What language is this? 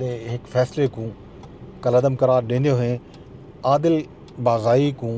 Saraiki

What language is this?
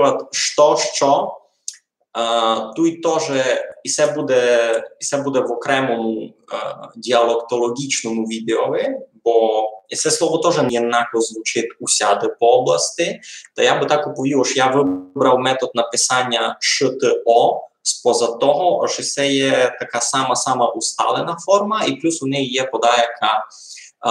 Rusyn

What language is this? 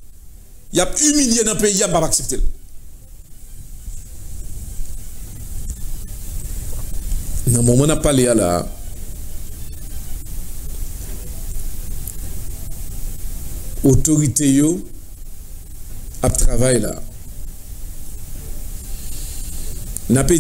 French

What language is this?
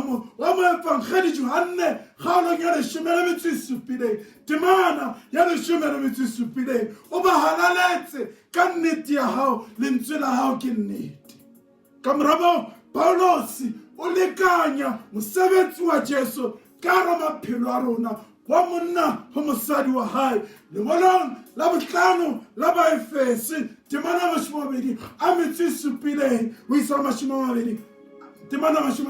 Southern Sotho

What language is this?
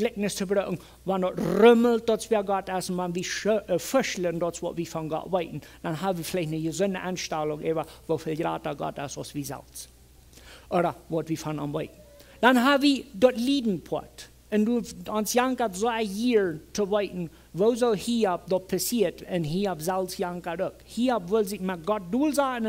Plautdietsch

